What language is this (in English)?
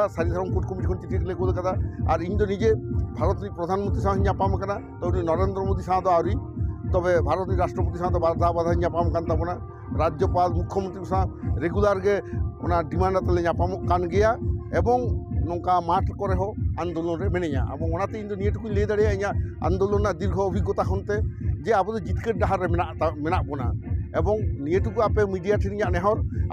Santali